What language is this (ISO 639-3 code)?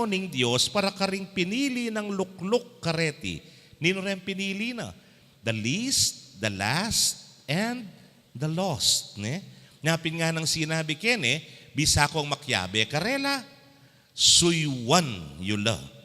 pam